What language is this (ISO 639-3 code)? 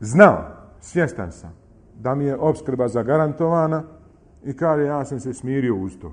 bos